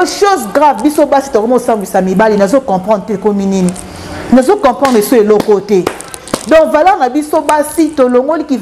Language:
Lingala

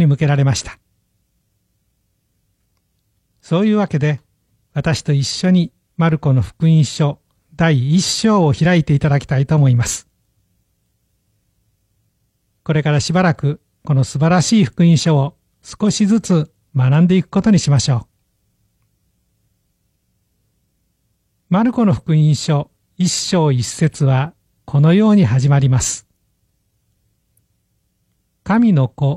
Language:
Japanese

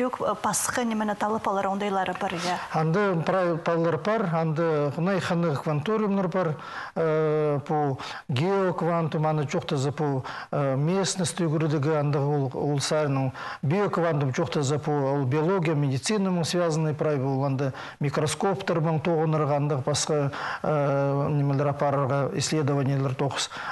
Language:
Khakas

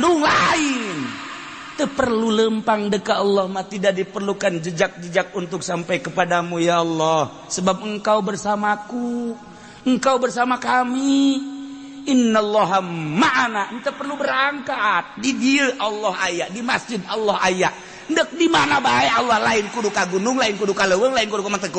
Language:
Sundanese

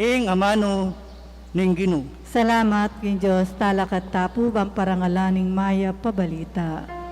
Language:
Pampanga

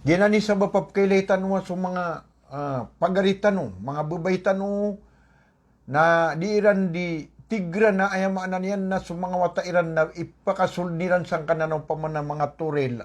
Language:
Maranao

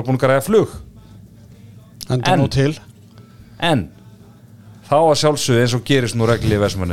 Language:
Icelandic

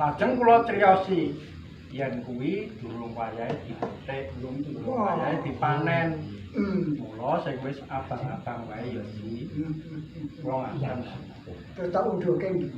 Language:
Javanese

